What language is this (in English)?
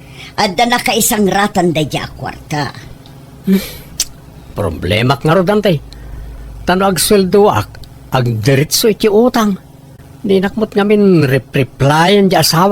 Iloko